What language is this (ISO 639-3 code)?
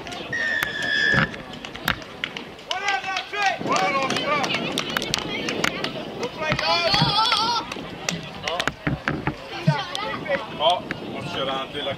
swe